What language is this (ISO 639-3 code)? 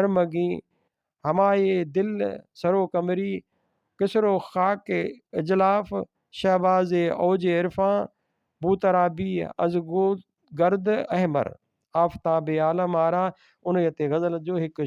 snd